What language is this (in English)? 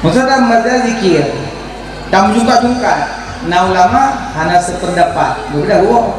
Achinese